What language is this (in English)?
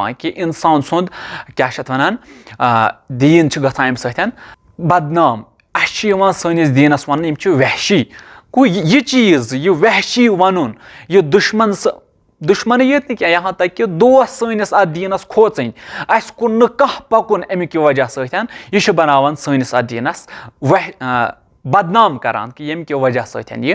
Kashmiri